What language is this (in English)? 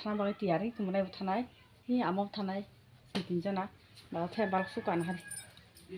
Kok Borok